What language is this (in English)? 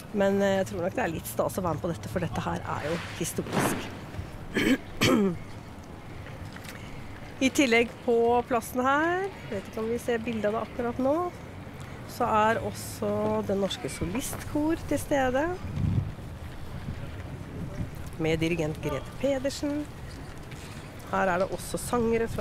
Norwegian